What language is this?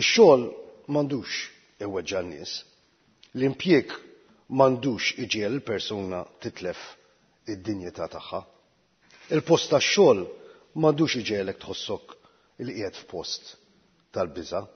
Maltese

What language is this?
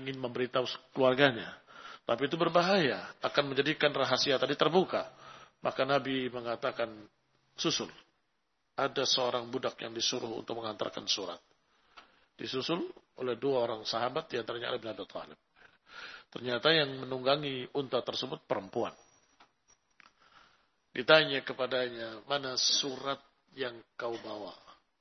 Indonesian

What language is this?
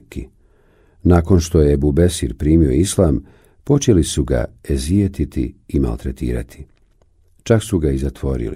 Bosnian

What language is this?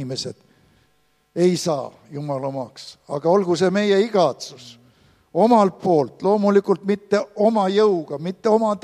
Estonian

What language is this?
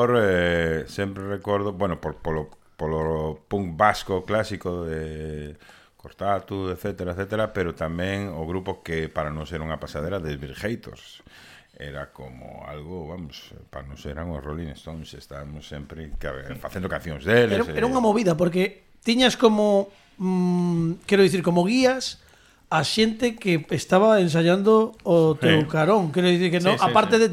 Galician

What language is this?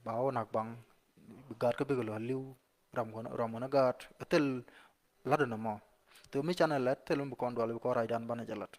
Nuer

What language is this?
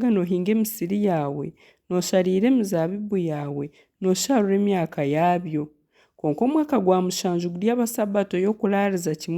Nyankole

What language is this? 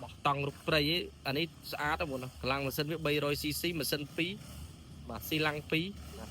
Khmer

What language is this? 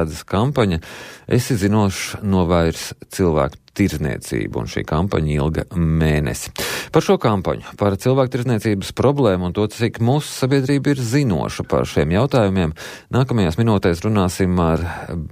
Latvian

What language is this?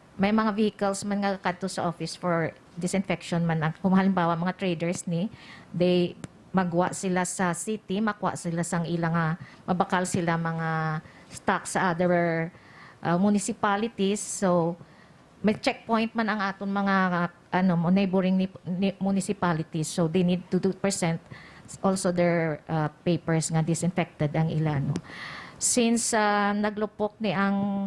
Hiligaynon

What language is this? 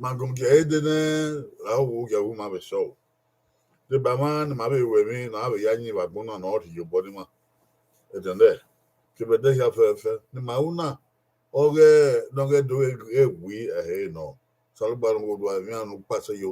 Bini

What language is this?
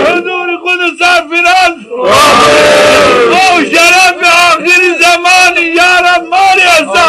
Zaza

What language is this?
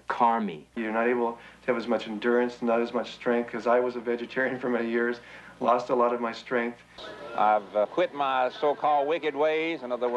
English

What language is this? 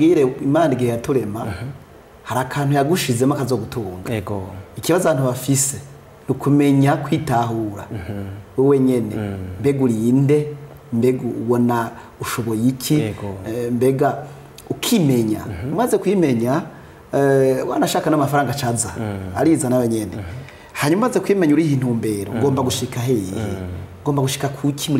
Rundi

